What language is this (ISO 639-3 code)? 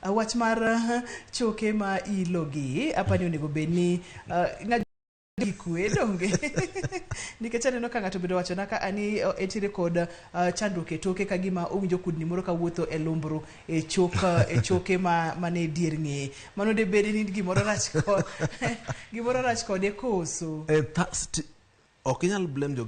luo